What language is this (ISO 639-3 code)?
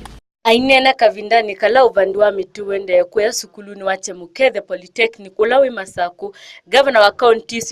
kam